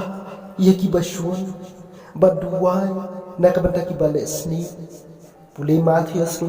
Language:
Khasi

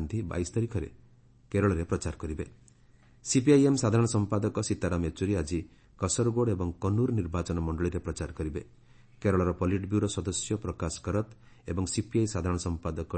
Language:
Odia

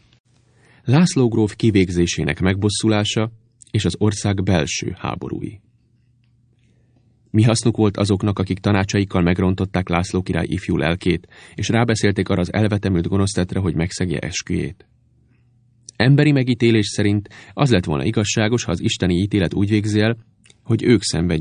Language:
Hungarian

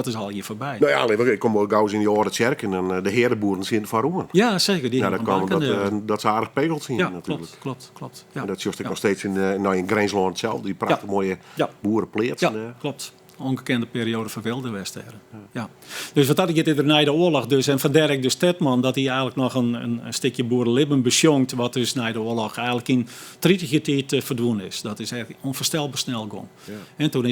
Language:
Western Frisian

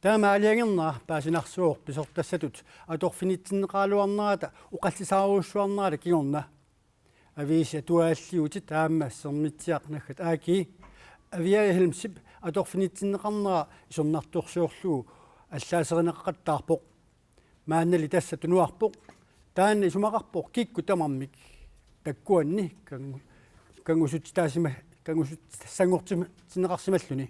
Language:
Kalaallisut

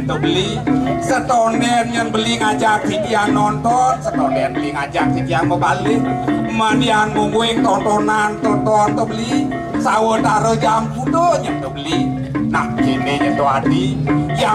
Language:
Balinese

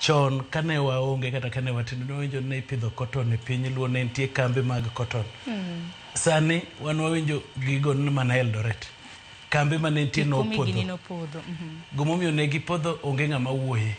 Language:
Luo (Kenya and Tanzania)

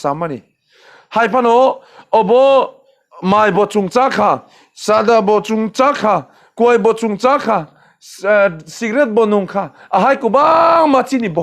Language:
Kok Borok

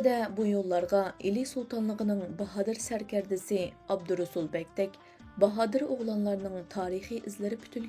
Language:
Uyghur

